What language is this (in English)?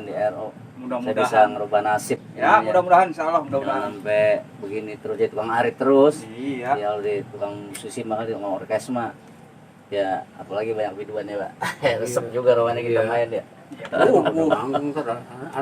Betawi